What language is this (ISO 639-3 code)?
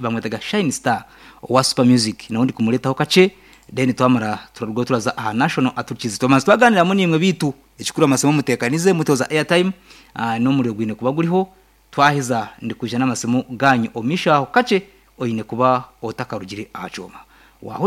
nyn